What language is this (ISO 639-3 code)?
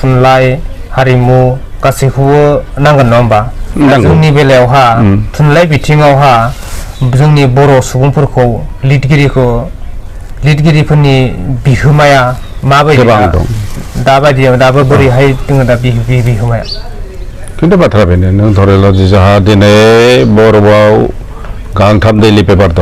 brx